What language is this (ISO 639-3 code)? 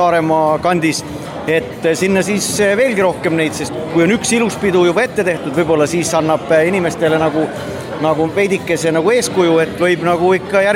est